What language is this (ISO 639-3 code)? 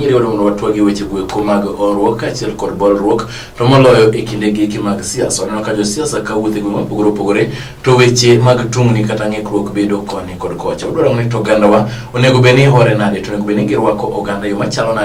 luo